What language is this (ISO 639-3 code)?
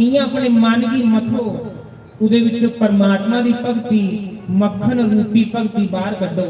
doi